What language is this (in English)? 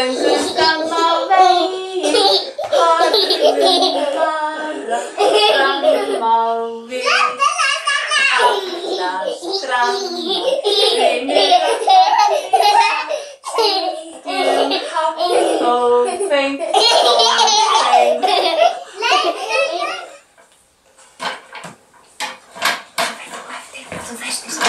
Icelandic